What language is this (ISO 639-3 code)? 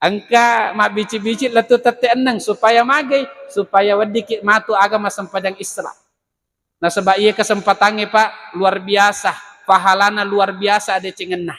bug